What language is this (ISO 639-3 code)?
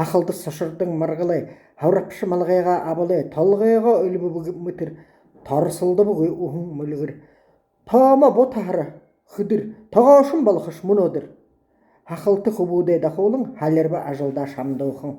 bua